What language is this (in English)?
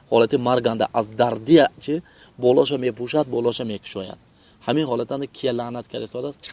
Tajik